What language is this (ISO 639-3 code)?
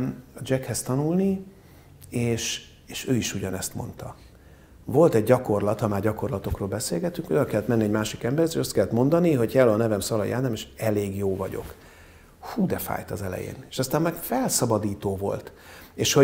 hun